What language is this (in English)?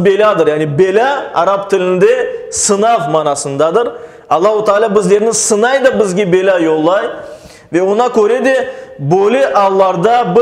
Crimean Tatar